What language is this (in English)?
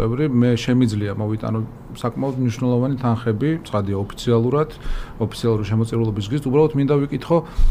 Georgian